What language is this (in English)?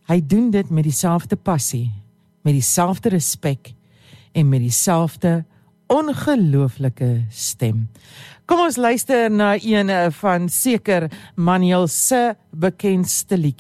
Afrikaans